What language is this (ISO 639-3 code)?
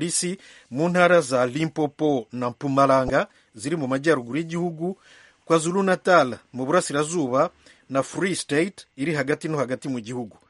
kin